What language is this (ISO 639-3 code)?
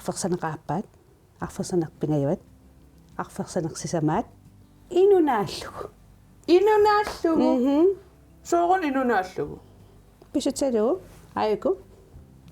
kal